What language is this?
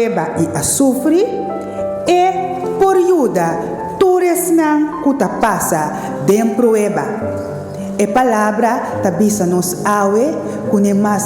Papiamento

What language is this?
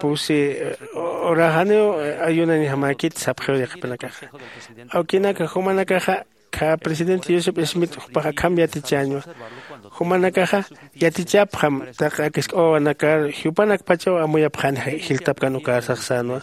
Aymara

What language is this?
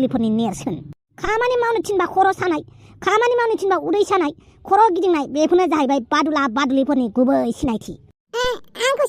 Bodo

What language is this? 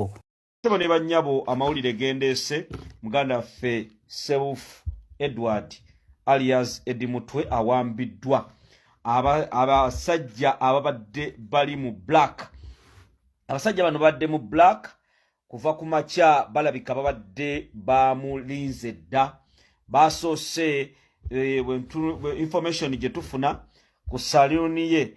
Ganda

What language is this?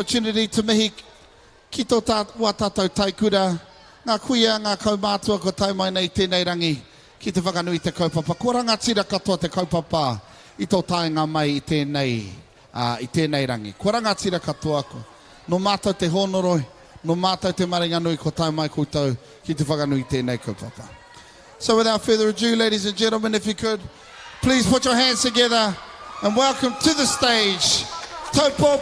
Māori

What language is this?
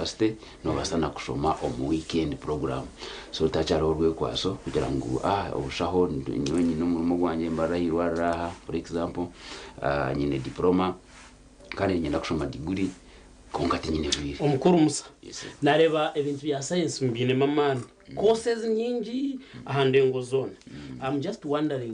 Nyankole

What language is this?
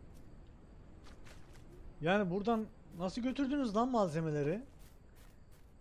Turkish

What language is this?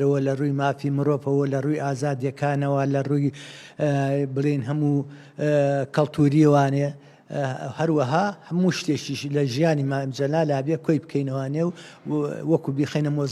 Central Kurdish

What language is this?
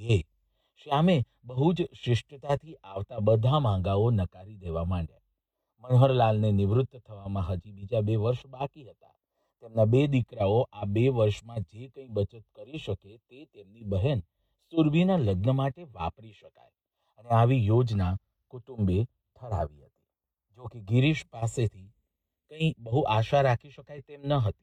Gujarati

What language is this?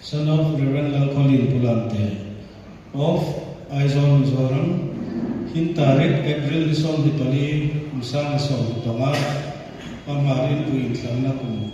Hmar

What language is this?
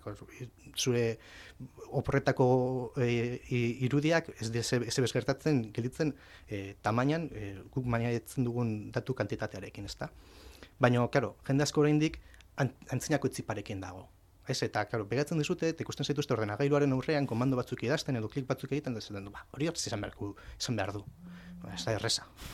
Basque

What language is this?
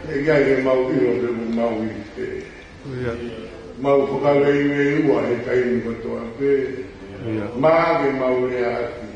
Tongan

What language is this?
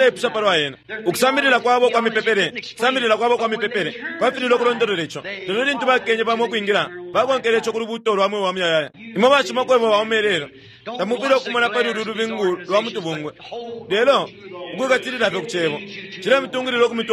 Bemba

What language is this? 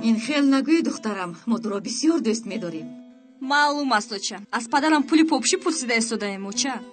Tajik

